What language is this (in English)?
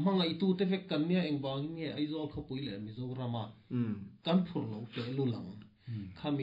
Mizo